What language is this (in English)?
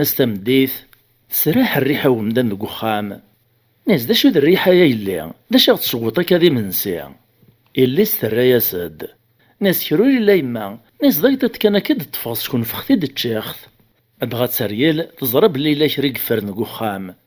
Kabyle